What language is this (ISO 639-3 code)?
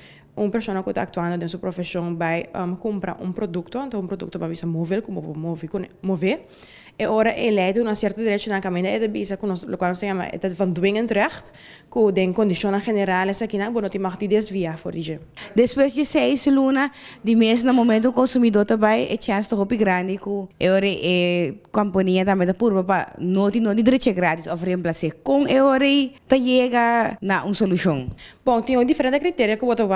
pap